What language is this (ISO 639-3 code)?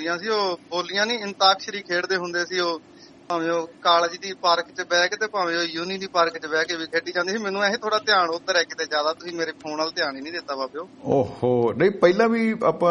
pan